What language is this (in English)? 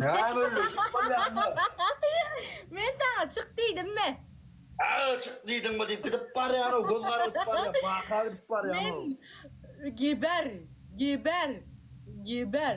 Turkmen